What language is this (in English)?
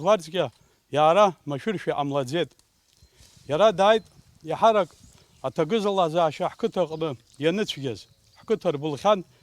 Abkhazian